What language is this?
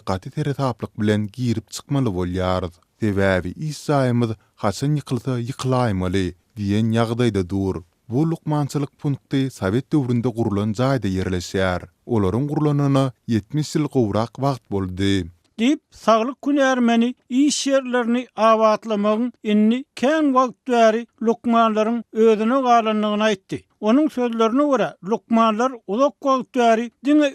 Turkmen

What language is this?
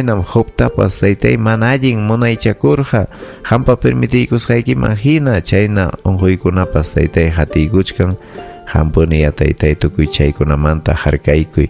Ayacucho Quechua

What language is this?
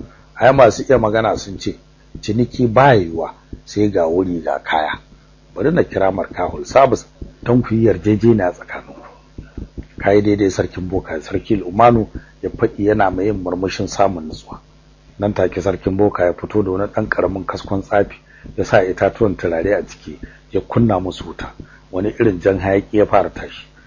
Hausa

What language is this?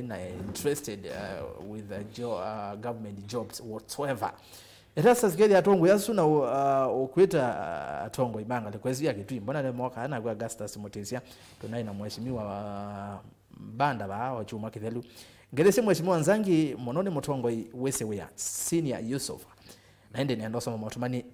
Kamba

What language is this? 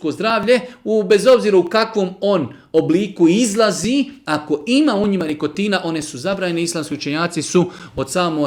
Serbian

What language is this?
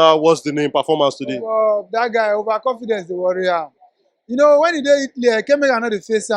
Nigerian Pidgin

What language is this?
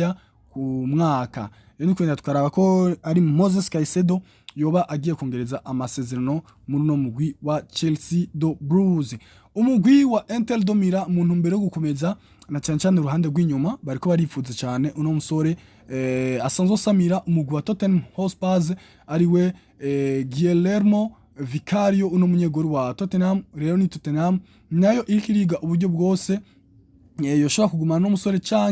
Rundi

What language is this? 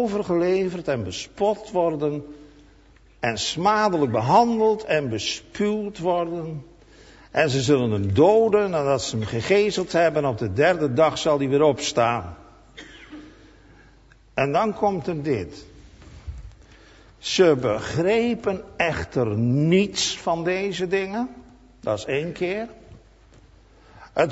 Dutch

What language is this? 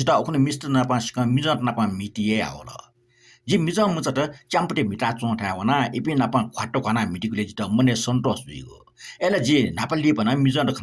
Newari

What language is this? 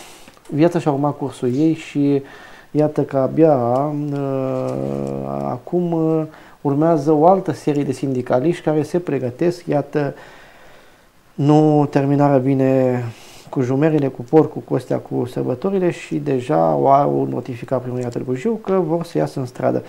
Romanian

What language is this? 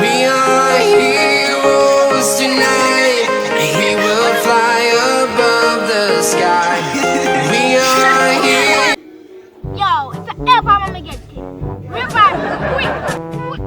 Jamaican Creole English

